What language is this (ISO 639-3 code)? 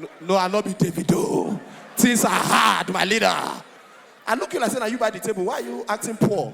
pcm